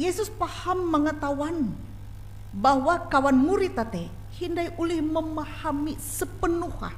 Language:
Ngaju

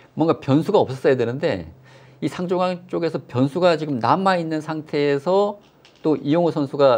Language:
Korean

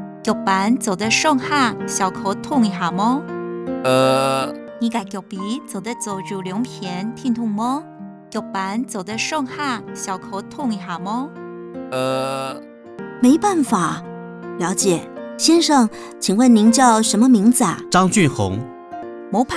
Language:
Hakka Chinese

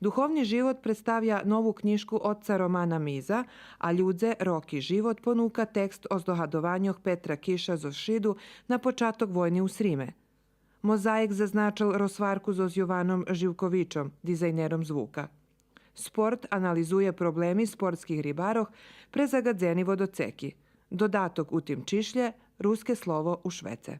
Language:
Rusyn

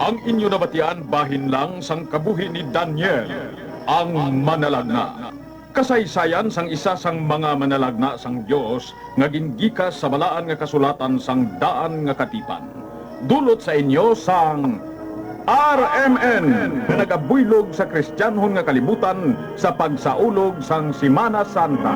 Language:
Hiligaynon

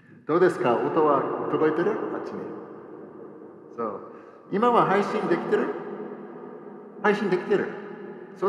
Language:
Japanese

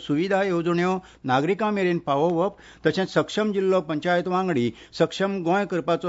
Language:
Konkani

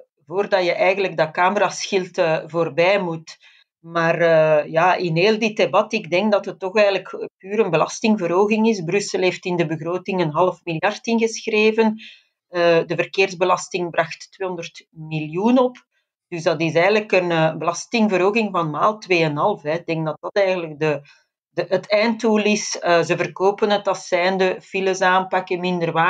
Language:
Dutch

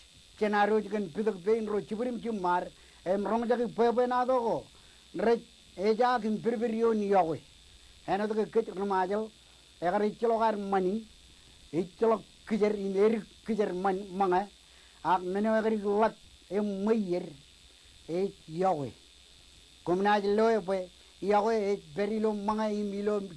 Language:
Marshallese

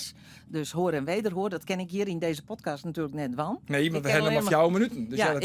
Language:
Western Frisian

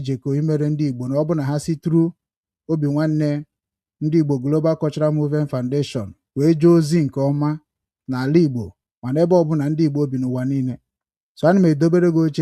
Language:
Igbo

